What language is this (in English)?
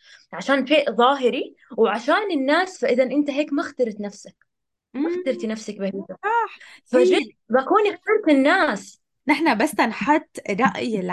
North Levantine Arabic